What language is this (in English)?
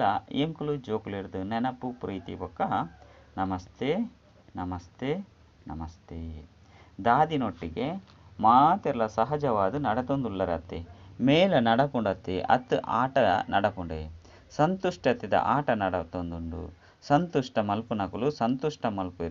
Tulu